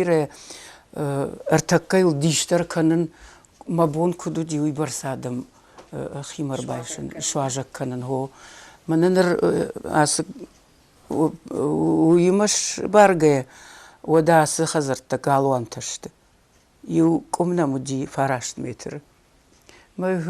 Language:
Ossetic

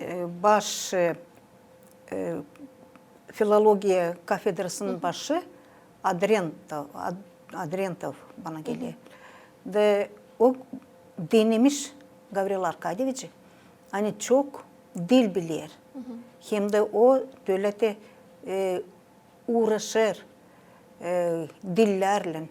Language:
Gagauz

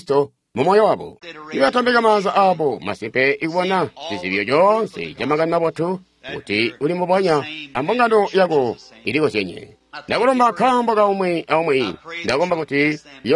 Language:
Tonga (Zambia)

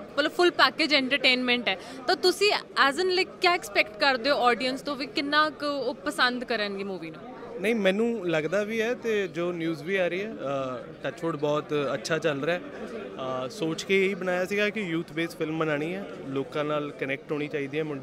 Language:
Punjabi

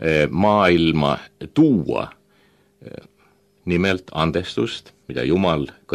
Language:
Estonian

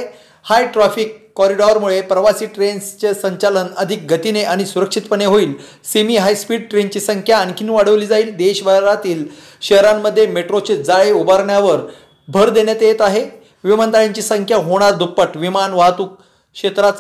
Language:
Marathi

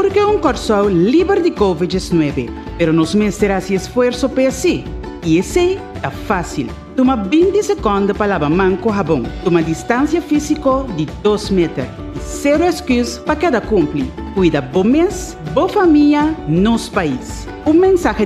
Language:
Papiamento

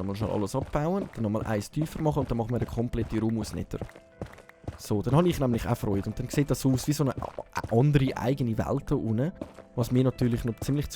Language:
Swiss German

